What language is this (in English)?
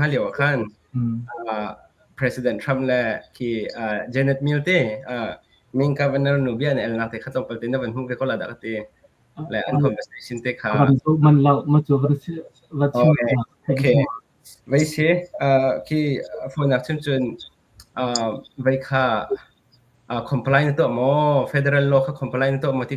Hakha Chin